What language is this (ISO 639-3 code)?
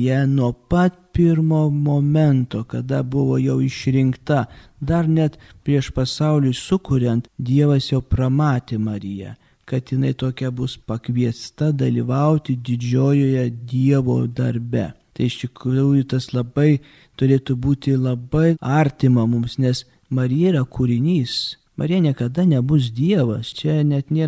lit